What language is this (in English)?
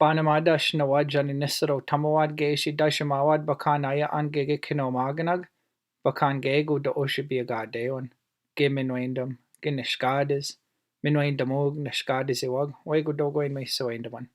Chippewa